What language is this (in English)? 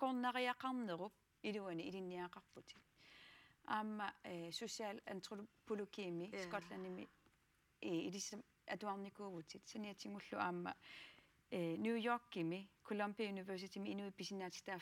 Kalaallisut